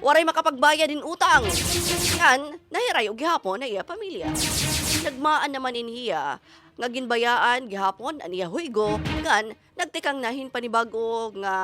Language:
Waray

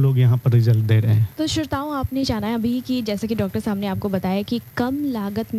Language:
Hindi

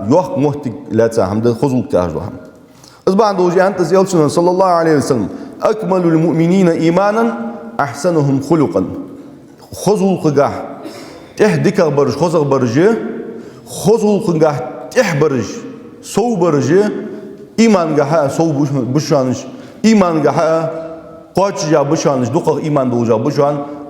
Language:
Ingush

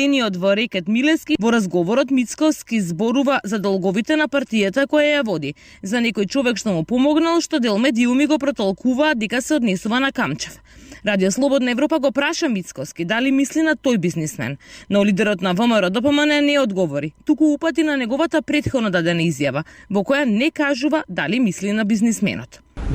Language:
Macedonian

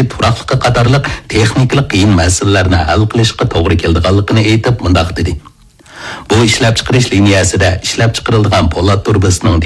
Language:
Uyghur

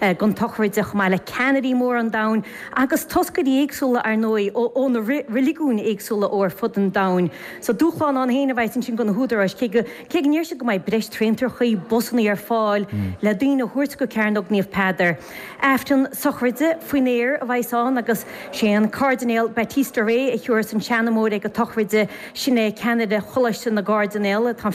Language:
Irish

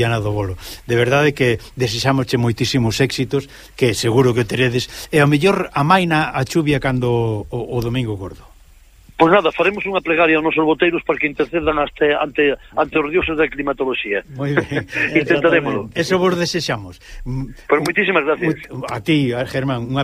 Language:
Galician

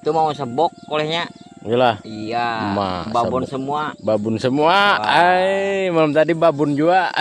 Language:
Banjar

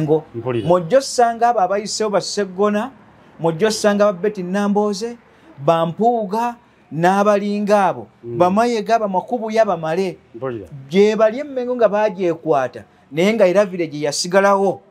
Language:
Ganda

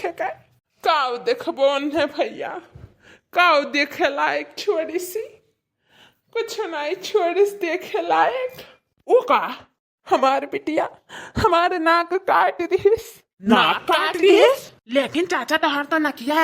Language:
Awadhi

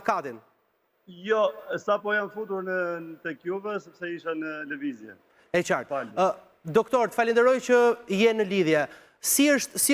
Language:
Albanian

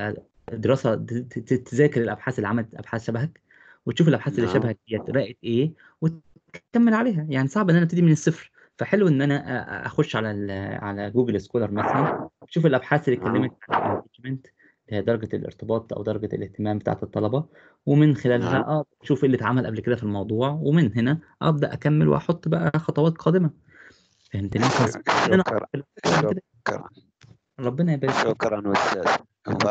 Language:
Egyptian Arabic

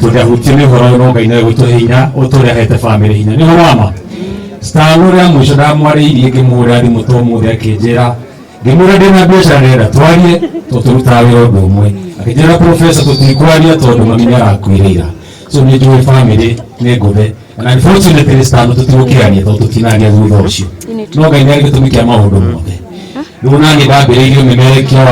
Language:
Kikuyu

